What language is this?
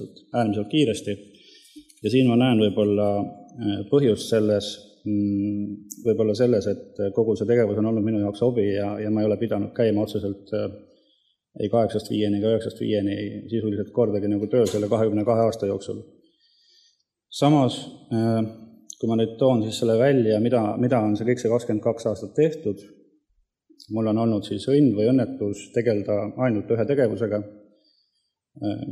Estonian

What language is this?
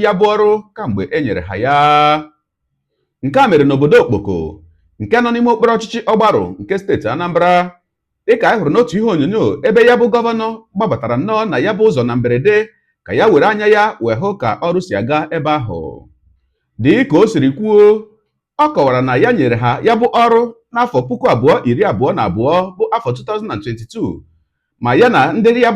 Igbo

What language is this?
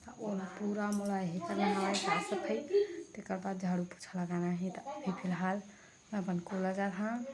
Chhattisgarhi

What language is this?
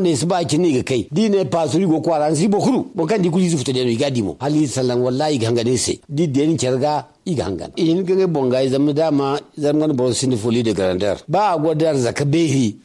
Zarma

